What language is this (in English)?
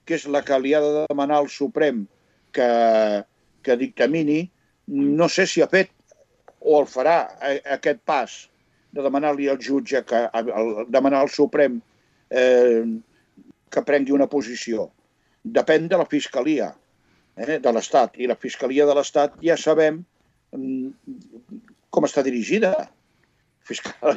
Catalan